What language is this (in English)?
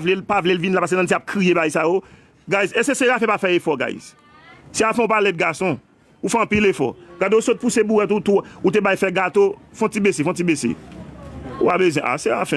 Haitian Creole